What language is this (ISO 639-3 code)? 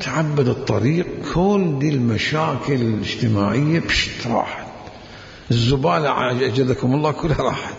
acm